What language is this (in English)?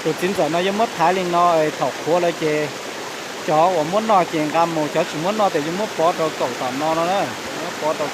Hmong